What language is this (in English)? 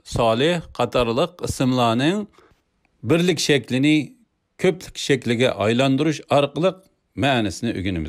Uyghur